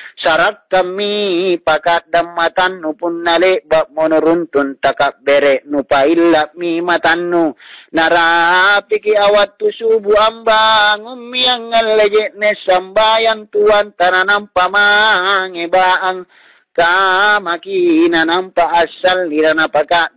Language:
Makasar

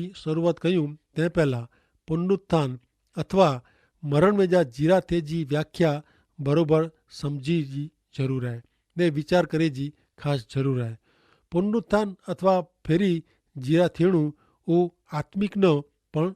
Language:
Kachhi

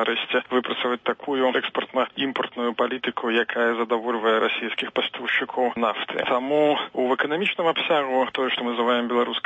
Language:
Belarusian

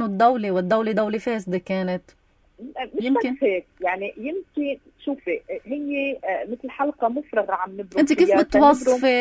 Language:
North Levantine Arabic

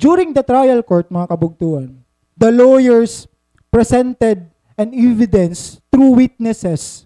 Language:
Waray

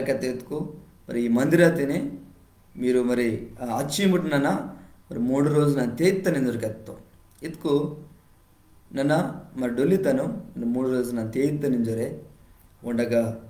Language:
Koya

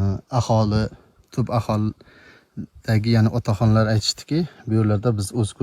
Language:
Uzbek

